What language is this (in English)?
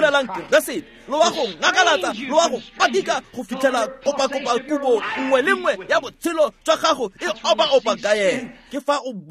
Tswana